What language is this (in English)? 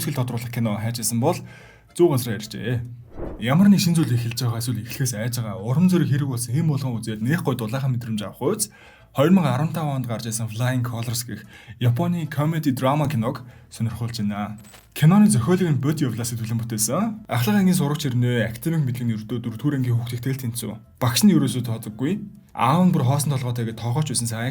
Mongolian